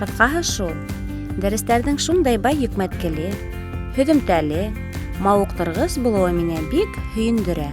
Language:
Bashkir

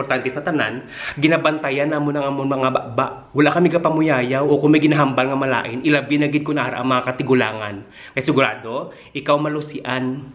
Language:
Hiligaynon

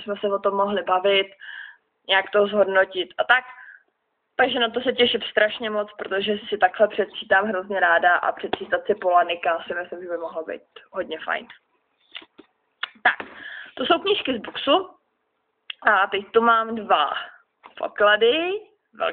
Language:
Czech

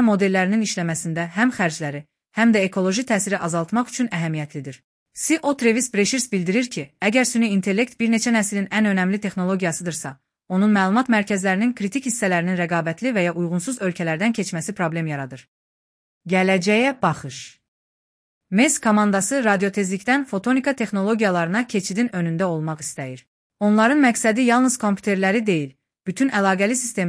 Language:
Azerbaijani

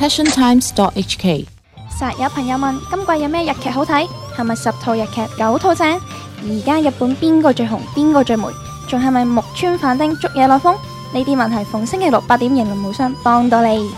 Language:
Cantonese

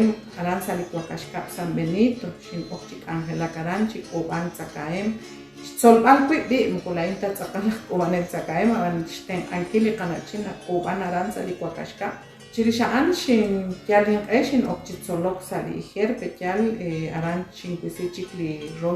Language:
Kekchí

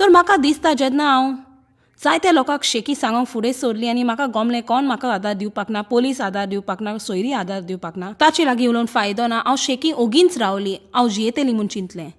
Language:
Konkani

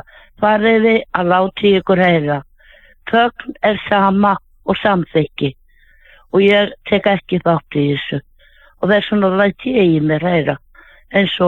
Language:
Icelandic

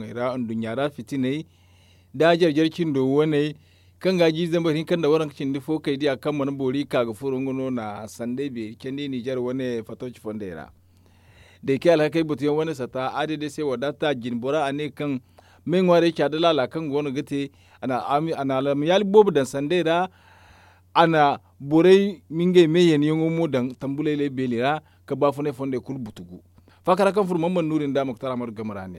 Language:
Zarma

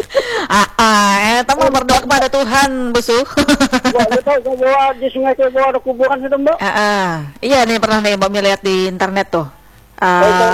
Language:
Indonesian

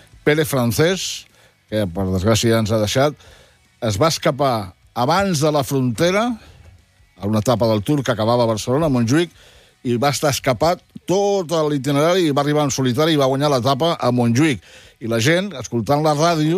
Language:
Catalan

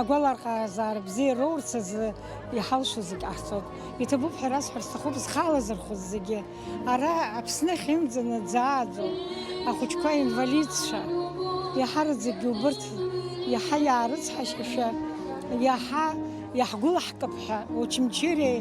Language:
Abkhazian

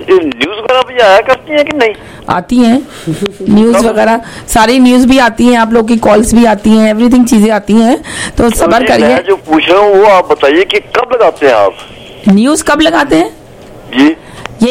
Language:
Hindi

